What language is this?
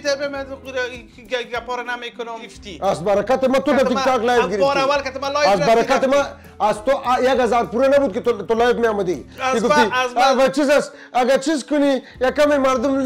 Persian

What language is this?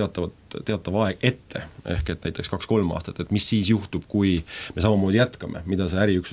Estonian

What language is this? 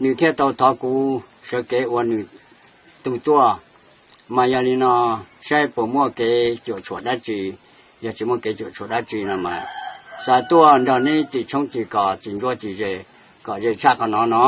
Hmong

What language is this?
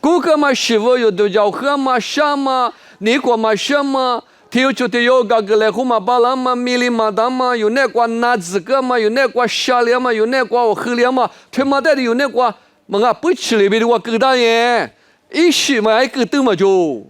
Lisu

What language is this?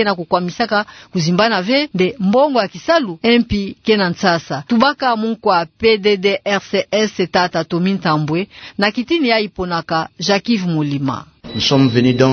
Kituba (Democratic Republic of Congo)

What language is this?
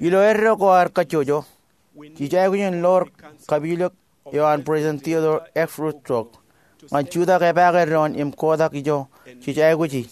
Marshallese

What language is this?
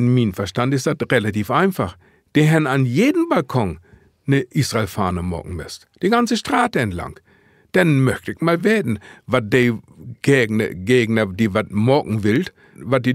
Low German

